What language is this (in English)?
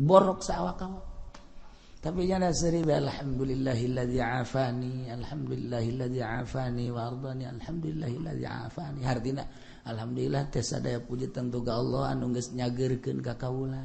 Sundanese